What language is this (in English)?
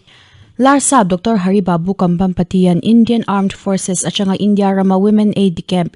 Mizo